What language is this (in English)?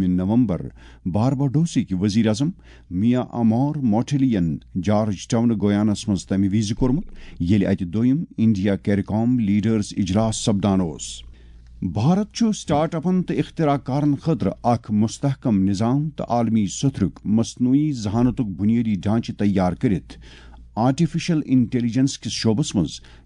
Kashmiri